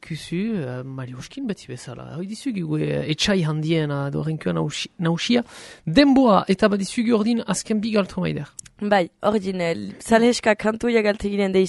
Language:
Basque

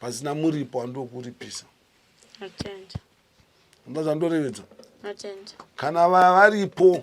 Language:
Shona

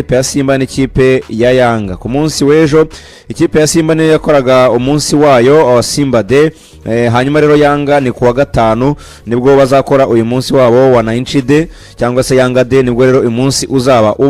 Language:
Kinyarwanda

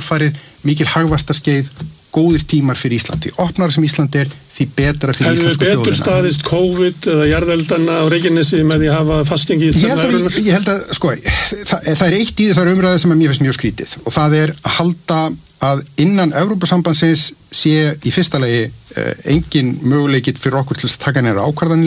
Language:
Icelandic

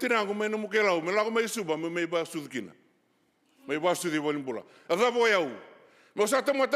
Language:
Fijian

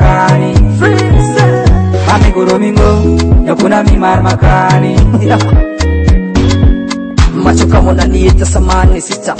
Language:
Swahili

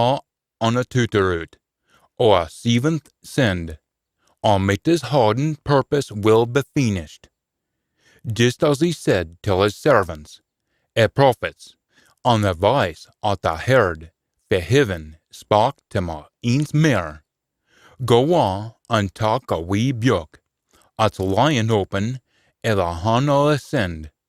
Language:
Scots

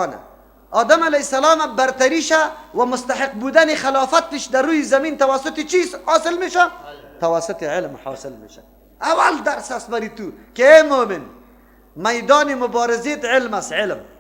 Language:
Persian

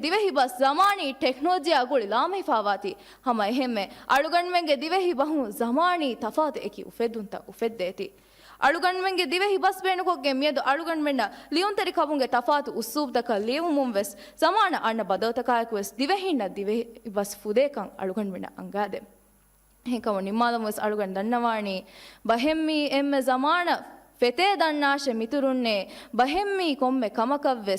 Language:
Divehi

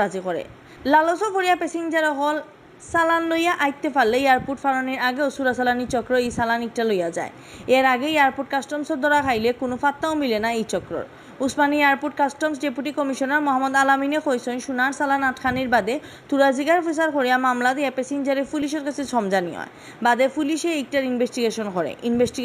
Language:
Sylheti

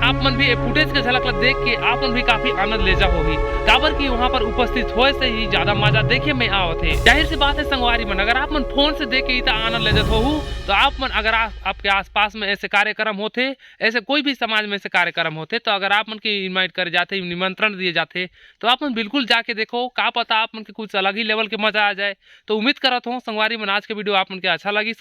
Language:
Chhattisgarhi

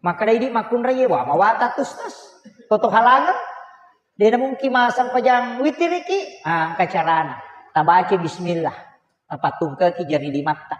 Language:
Buginese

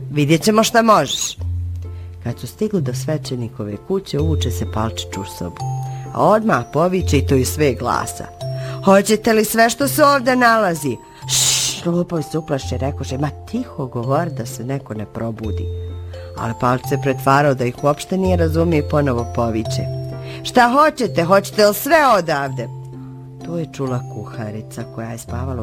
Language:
Bosnian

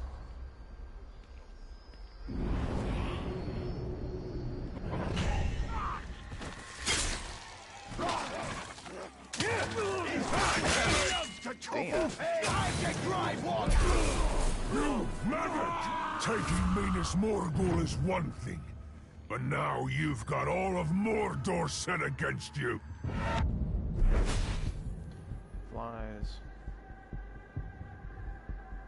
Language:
English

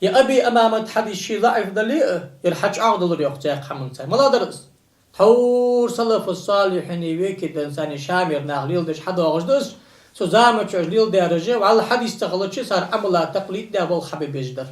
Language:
Ingush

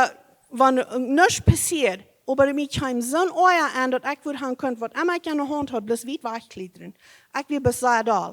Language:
Plautdietsch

